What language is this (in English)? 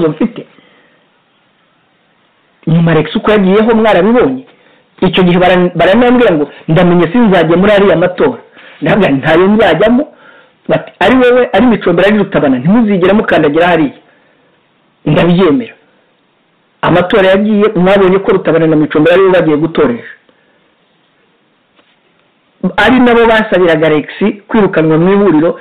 Kinyarwanda